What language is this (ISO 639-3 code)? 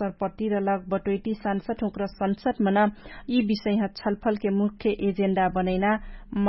thl